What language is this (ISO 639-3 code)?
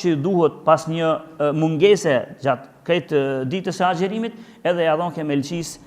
sqi